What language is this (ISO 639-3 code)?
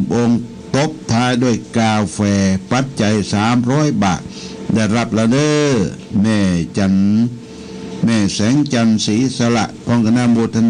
pli